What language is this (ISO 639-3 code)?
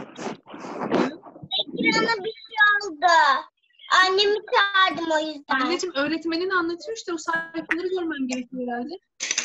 tur